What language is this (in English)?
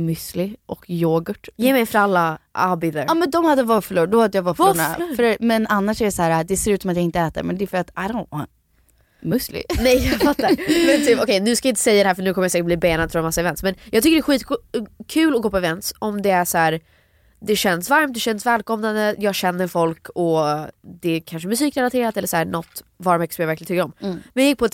Swedish